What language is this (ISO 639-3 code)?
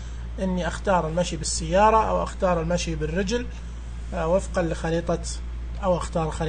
ars